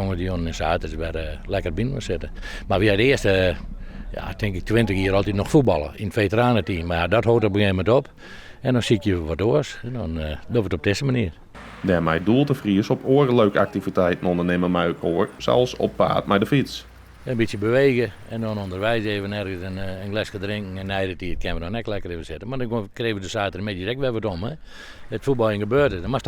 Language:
Western Frisian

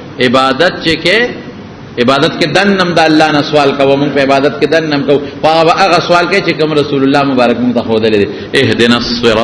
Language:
Pashto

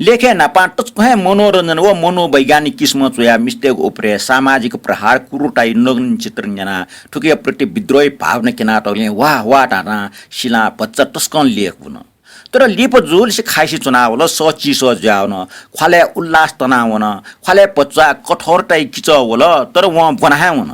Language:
Newari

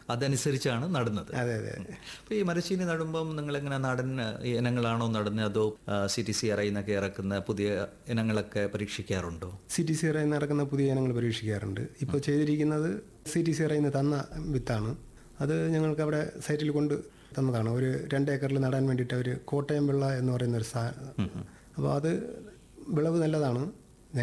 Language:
Malayalam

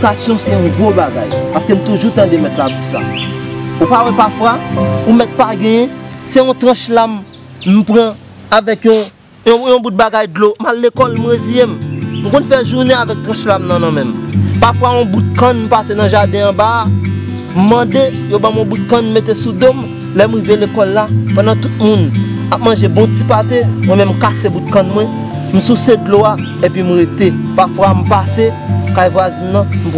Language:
Haitian Creole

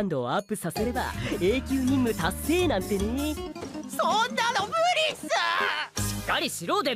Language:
Japanese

